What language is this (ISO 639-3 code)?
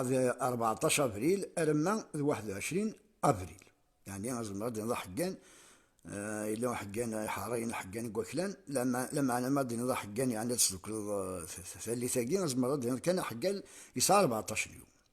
kab